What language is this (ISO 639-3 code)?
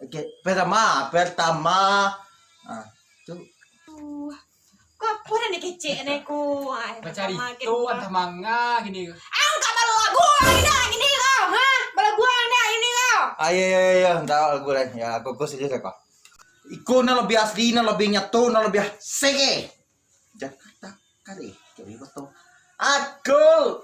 min